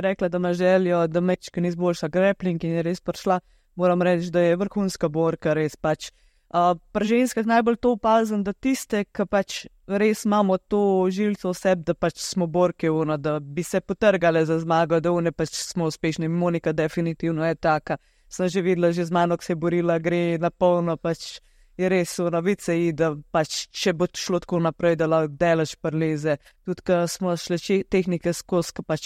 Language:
Slovenian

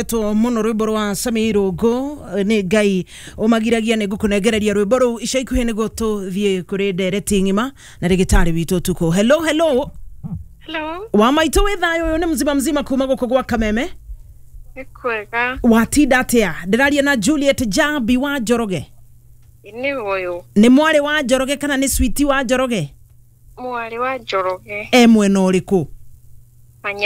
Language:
Kikuyu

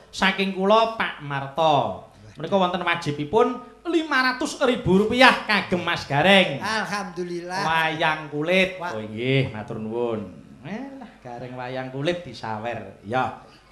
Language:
Javanese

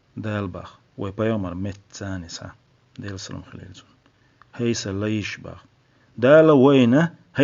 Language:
Chechen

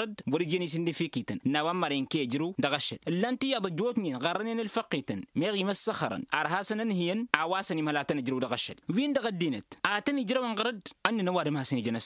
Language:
Tamasheq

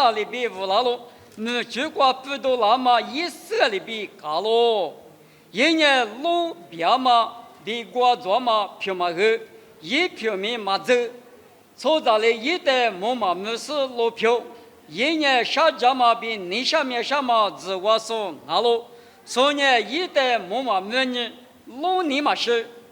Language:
Lisu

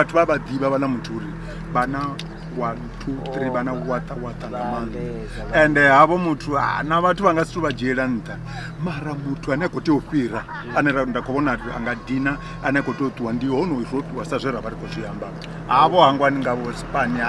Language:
Venda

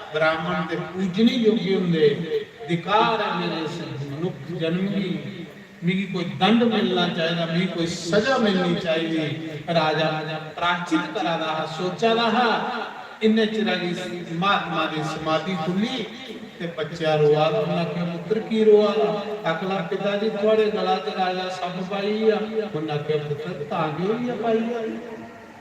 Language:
Dogri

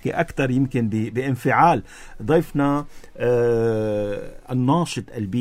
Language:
North Levantine Arabic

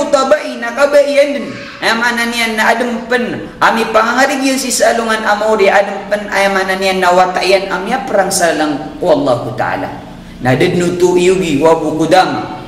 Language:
Maranao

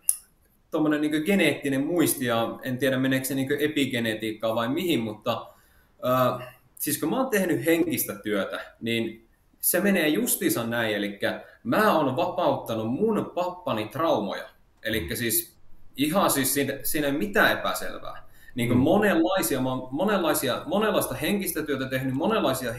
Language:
Finnish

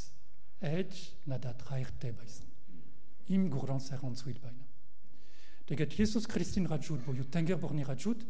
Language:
Mongolian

